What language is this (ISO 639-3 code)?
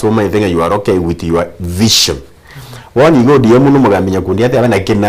guz